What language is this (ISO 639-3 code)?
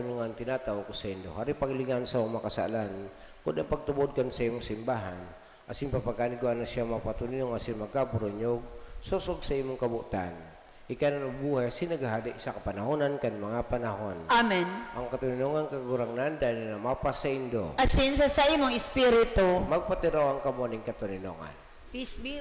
bik